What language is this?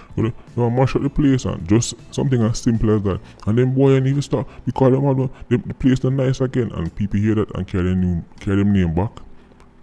Jamaican Creole English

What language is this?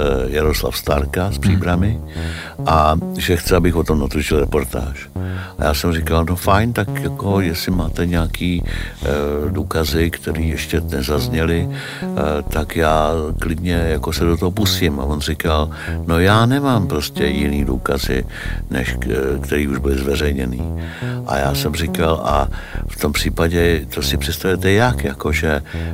Czech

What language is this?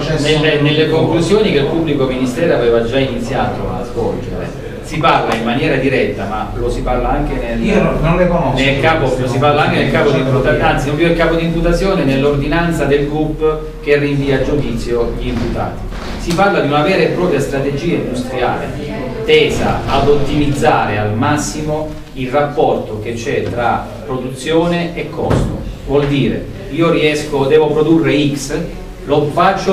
Italian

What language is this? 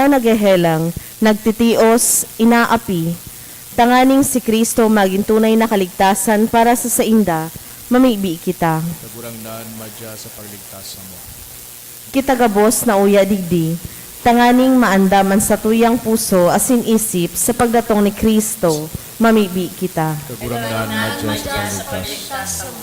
Bikol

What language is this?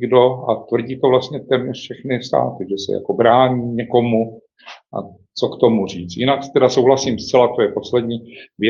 Czech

